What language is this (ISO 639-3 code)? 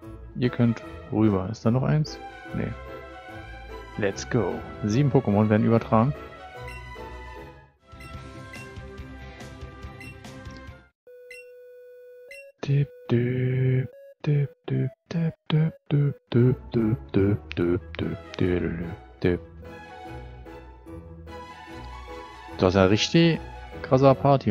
deu